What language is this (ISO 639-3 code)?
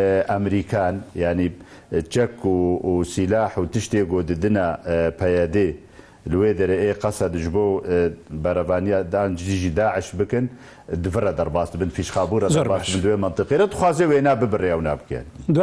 kur